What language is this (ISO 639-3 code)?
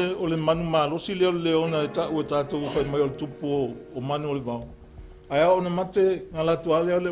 smo